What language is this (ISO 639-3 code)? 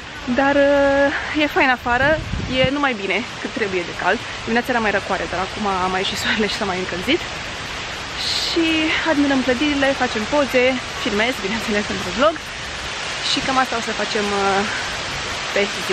ron